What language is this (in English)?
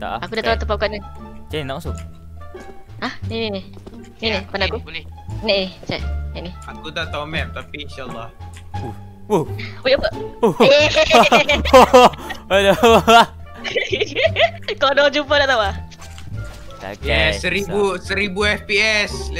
Malay